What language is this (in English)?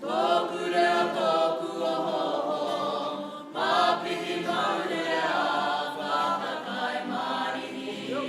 Māori